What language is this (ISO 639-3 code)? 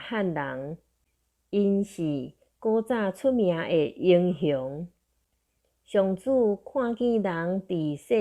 nan